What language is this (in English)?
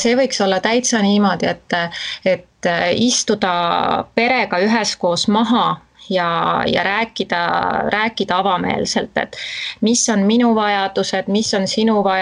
Estonian